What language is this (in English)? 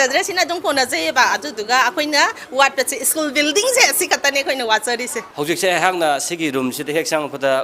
Manipuri